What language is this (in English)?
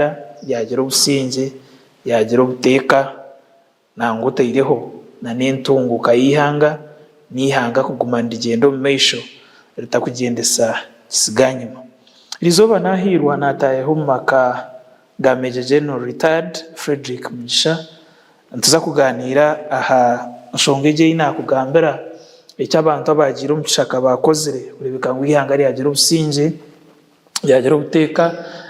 Nyankole